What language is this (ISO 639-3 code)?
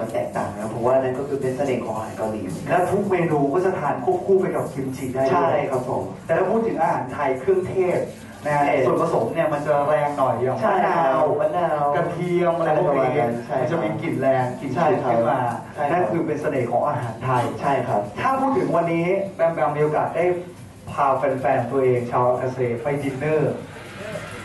tha